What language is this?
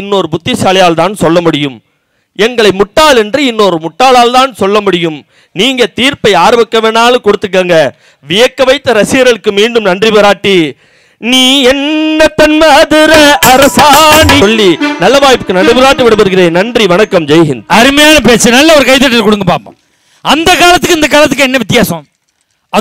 Tamil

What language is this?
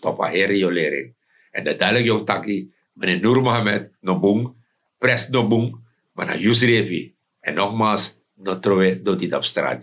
Sranan Tongo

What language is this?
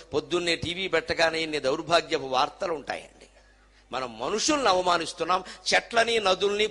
Telugu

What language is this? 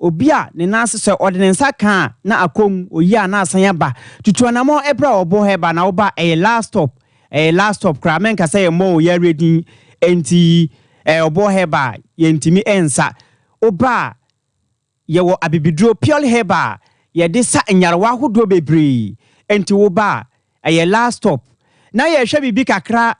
Akan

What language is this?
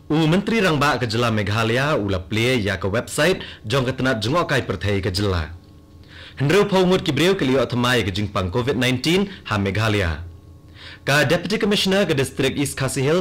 Khasi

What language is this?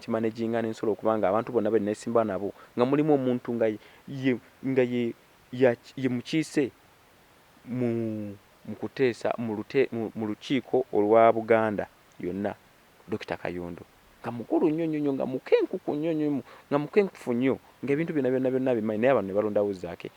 Ganda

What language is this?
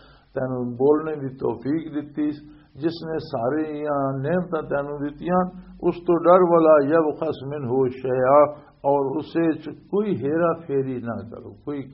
Western Panjabi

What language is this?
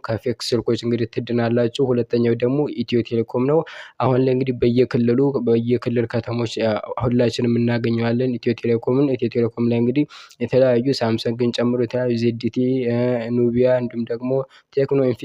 Amharic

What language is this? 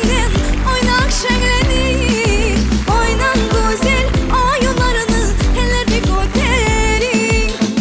Crimean Tatar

